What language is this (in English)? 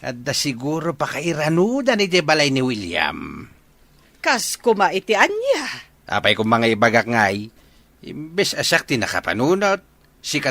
Iloko